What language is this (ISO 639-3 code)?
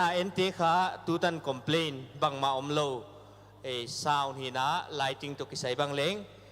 pck